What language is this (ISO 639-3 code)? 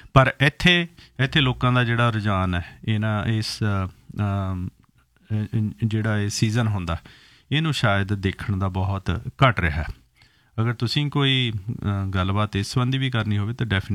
pan